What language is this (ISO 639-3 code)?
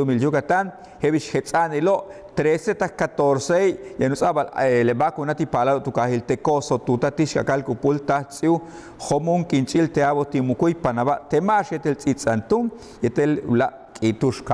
yua